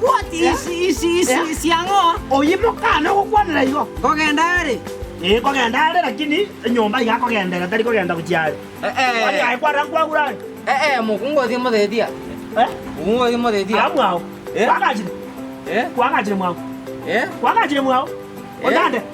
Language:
Gusii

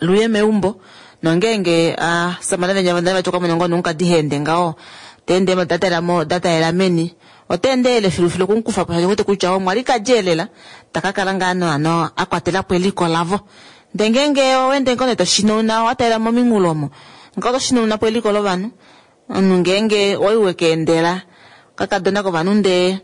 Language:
Kuanyama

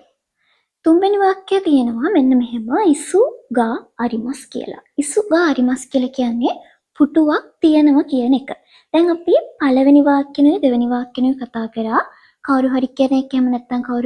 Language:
Sinhala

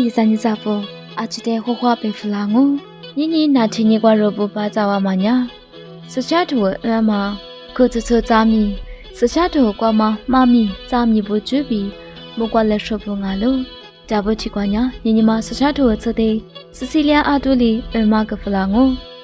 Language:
Lisu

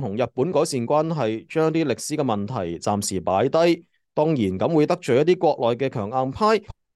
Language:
Cantonese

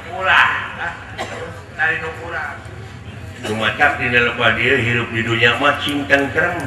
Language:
Sundanese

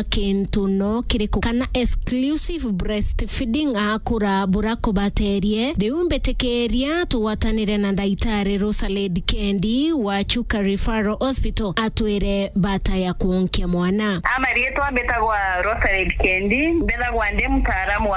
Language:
Meru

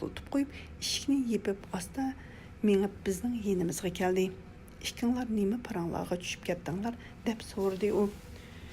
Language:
Uyghur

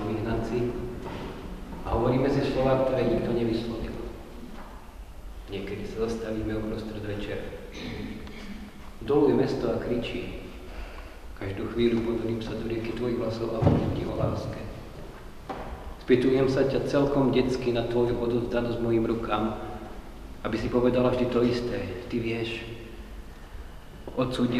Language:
Slovak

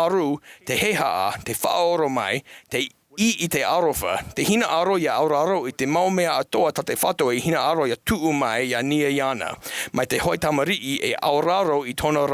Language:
Tahitian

